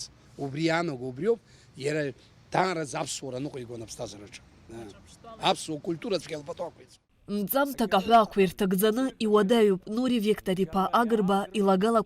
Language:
Abkhazian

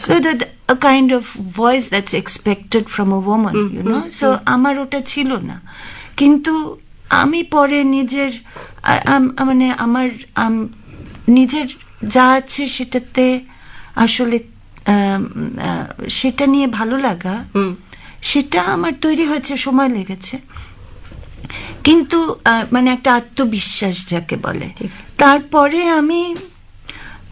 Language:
Bangla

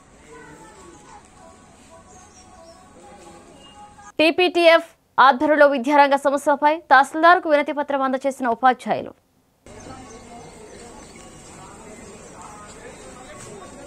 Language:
Telugu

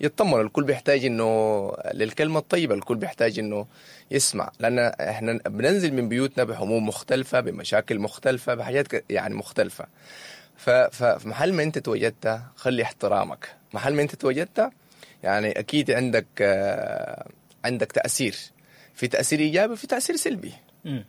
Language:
Sudanese Arabic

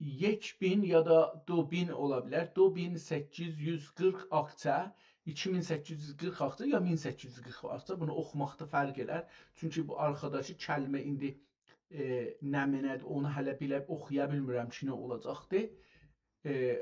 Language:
South Azerbaijani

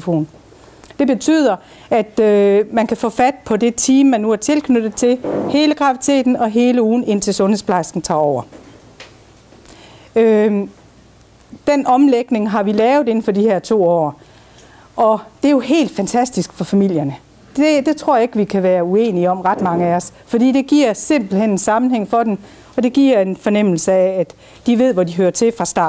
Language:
Danish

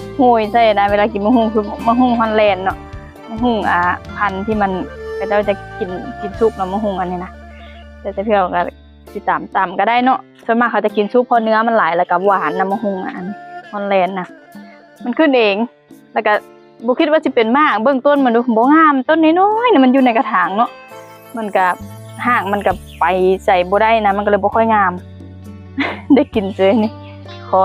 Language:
Lao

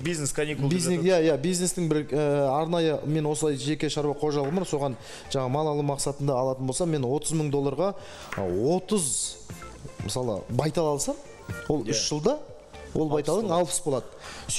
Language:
Kazakh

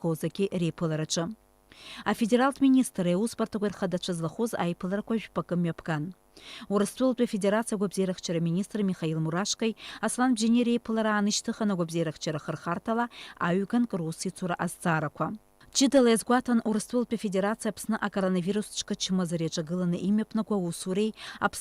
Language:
Abkhazian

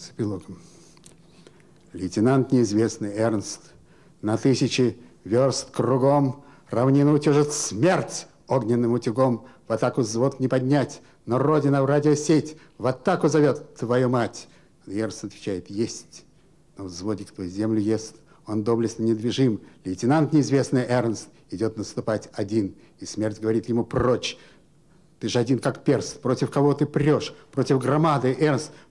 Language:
Russian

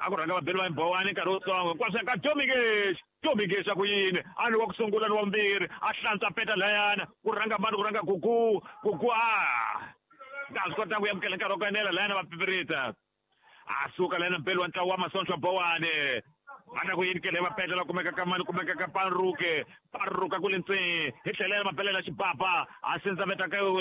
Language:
Tsonga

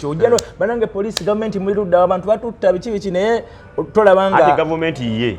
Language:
Ganda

